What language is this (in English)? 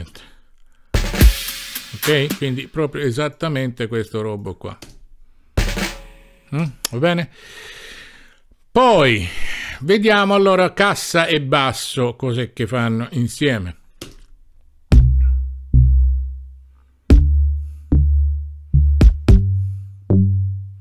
Italian